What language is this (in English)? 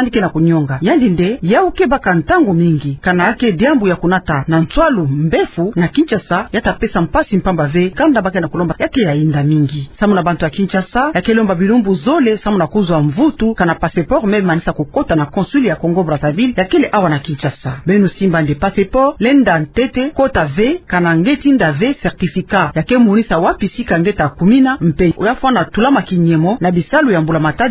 Kituba (Democratic Republic of Congo)